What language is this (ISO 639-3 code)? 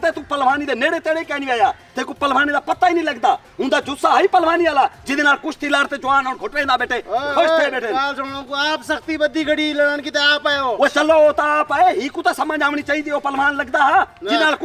skr